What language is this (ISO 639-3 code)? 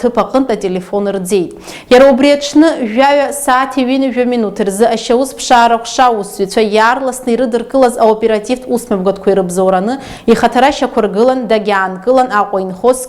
abk